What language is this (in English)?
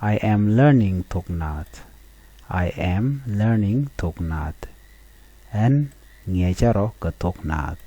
Nuer